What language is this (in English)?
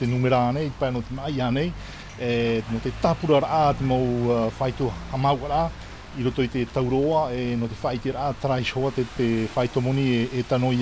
Tahitian